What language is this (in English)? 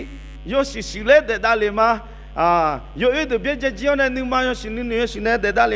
Akha